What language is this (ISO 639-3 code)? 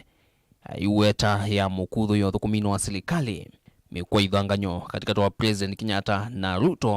kam